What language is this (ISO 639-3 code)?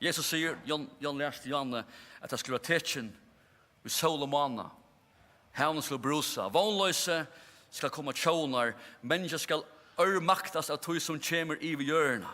fao